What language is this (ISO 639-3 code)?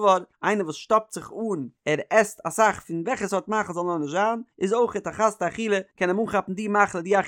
yid